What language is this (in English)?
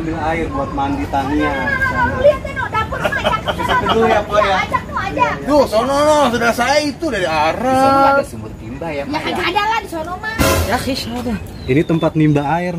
Betawi